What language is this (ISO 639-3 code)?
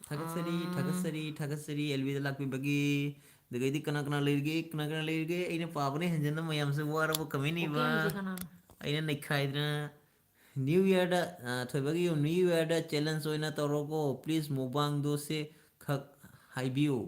mni